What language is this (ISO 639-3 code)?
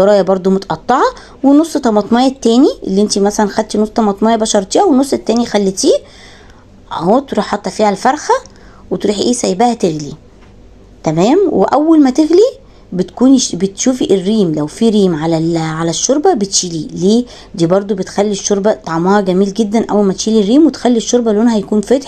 arz